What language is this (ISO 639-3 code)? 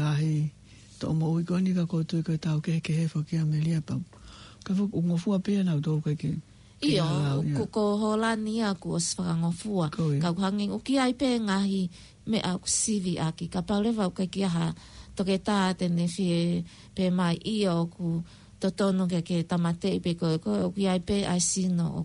ton